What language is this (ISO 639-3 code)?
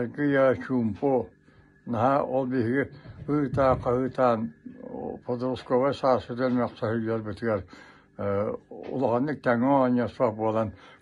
sah